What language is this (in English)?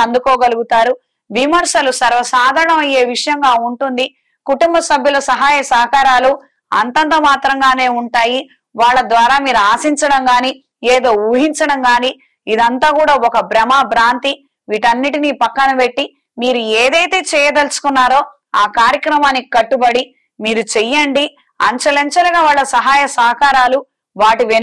Telugu